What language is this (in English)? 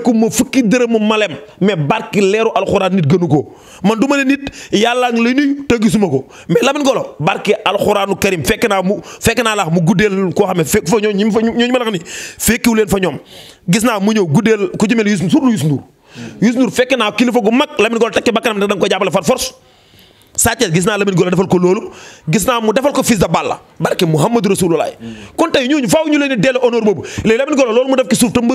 Wolof